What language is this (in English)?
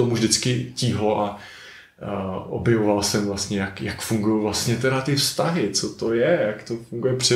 Czech